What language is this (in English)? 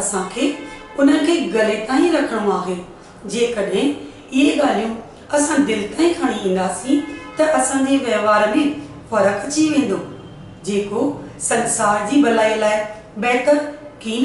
Sindhi